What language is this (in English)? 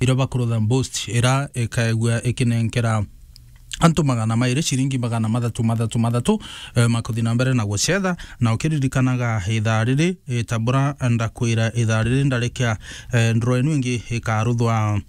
Meru